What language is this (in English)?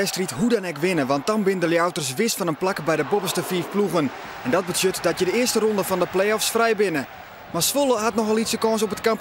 Western Frisian